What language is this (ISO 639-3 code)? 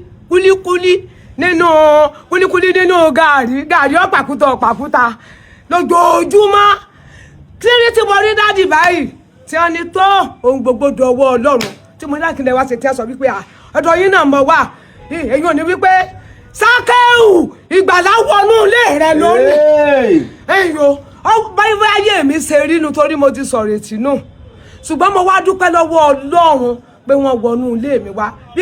yor